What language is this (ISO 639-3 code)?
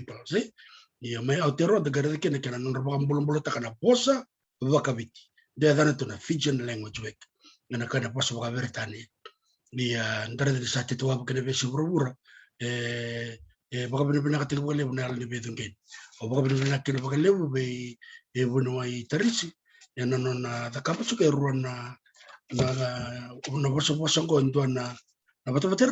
fij